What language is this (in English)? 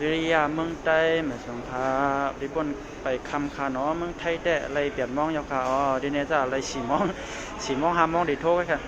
Shan